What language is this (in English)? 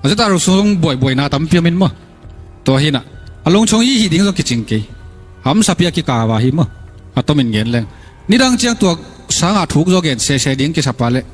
Tedim Chin